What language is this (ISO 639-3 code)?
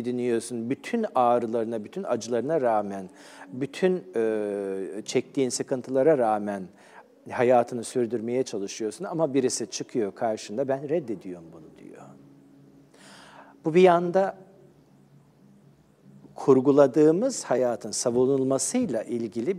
tur